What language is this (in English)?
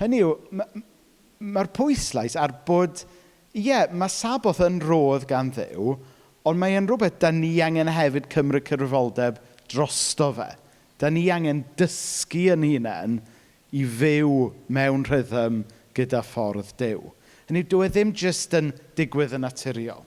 Welsh